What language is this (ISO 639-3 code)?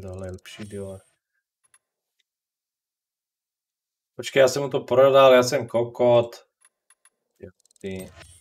ces